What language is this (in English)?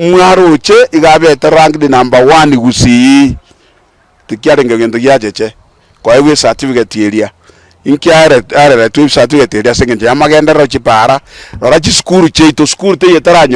Gusii